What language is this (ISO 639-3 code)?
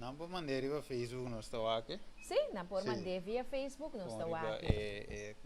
pap